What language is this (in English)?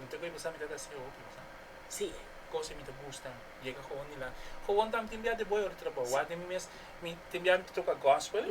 Papiamento